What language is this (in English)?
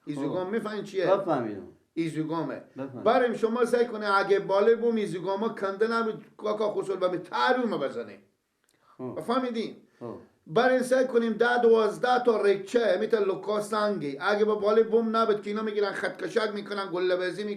Persian